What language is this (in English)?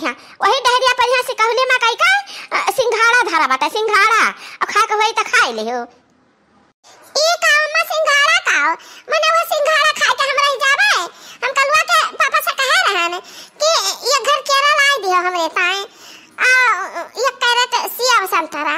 Awadhi